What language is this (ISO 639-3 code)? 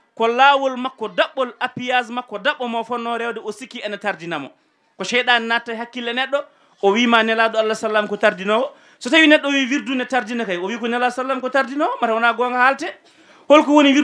ful